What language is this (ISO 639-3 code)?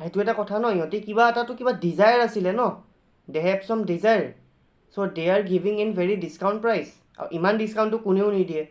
asm